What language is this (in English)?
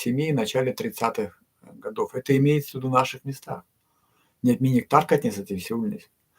Erzya